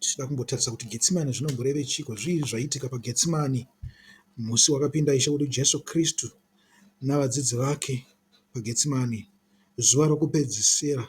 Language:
Shona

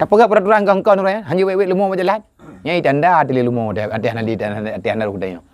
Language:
Achinese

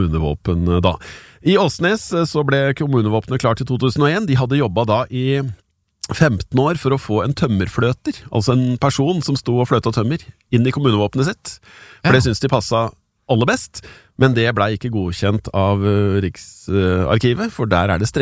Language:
Norwegian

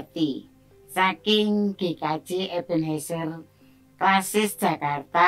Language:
Javanese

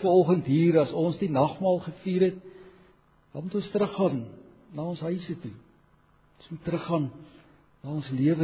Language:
Afrikaans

